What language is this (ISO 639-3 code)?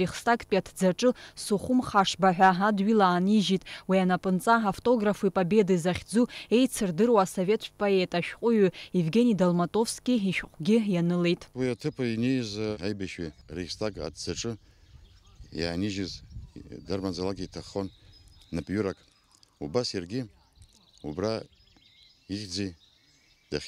abk